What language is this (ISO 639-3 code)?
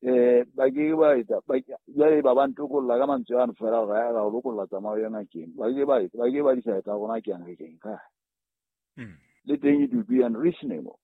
sot